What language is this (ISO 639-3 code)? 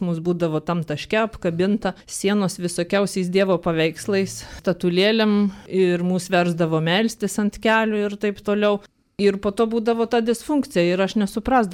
lit